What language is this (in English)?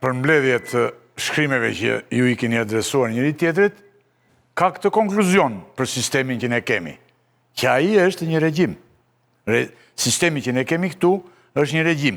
Albanian